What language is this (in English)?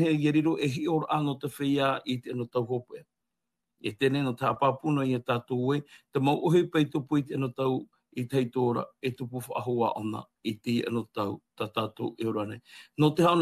Tahitian